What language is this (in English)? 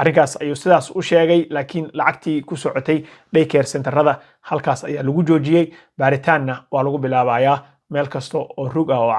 Somali